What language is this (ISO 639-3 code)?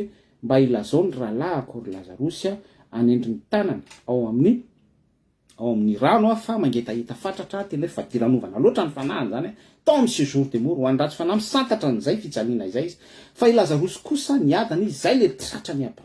mlg